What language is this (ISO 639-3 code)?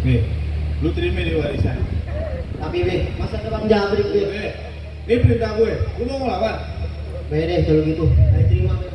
bew